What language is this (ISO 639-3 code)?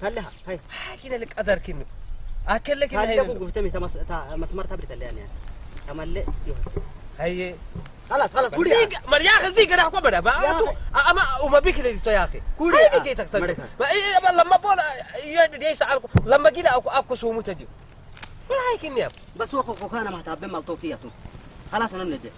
ssy